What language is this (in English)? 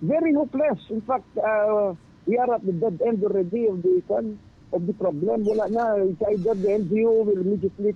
Hiligaynon